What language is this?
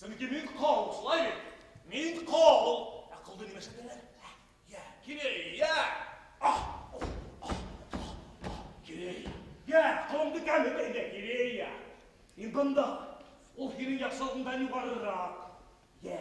Bashkir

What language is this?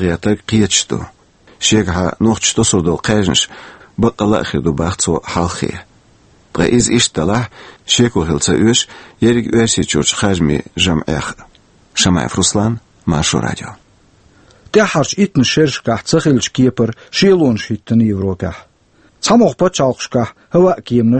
Chechen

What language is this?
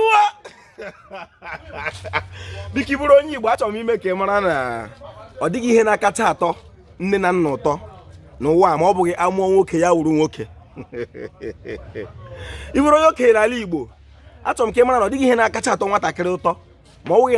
Igbo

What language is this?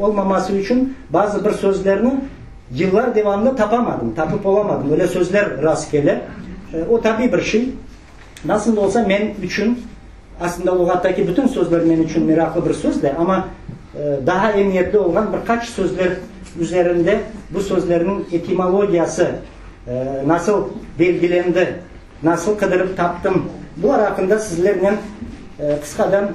Crimean Tatar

